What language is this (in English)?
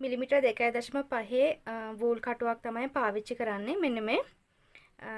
Sinhala